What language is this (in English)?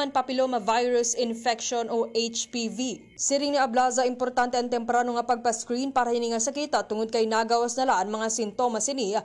Waray